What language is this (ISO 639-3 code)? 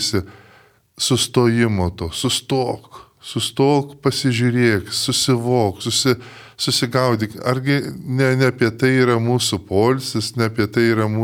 lit